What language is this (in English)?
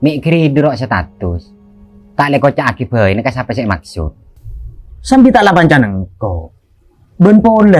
Madurese